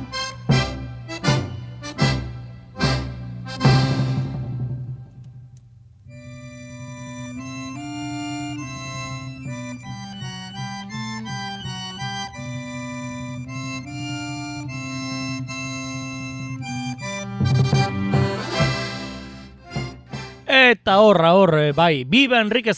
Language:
Basque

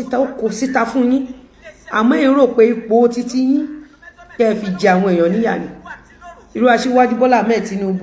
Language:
Yoruba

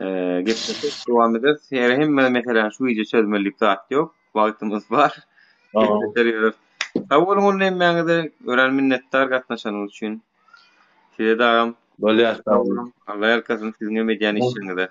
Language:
Turkmen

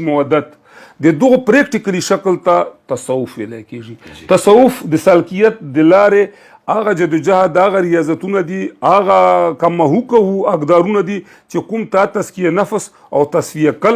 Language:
Pashto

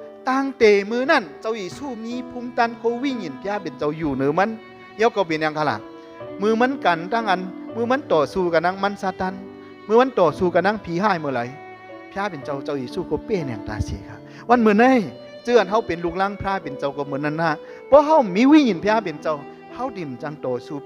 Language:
Shan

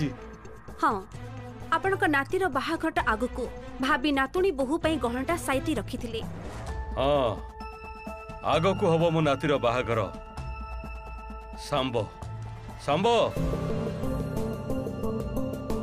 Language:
Odia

